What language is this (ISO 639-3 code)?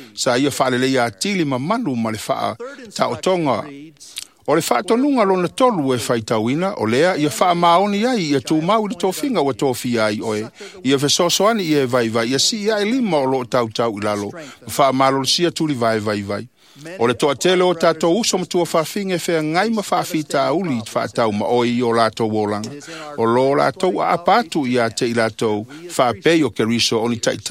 smo